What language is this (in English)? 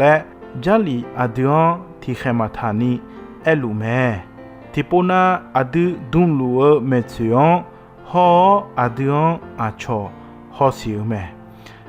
Akha